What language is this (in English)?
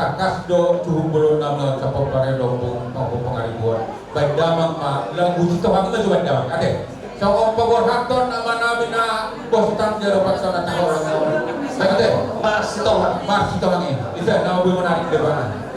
Batak Toba